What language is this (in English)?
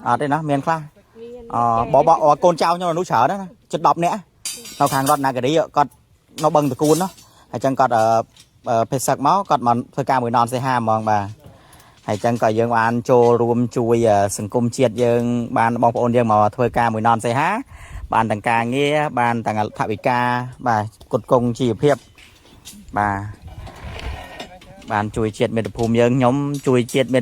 Khmer